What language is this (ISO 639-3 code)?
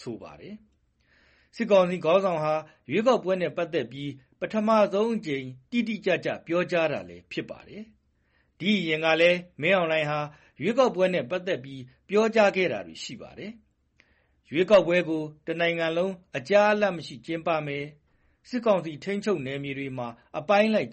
mya